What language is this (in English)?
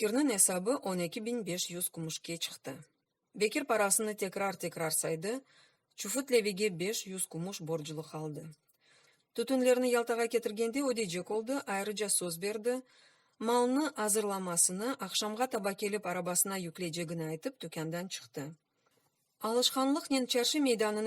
Crimean Tatar